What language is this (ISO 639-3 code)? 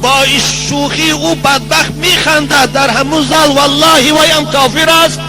tgk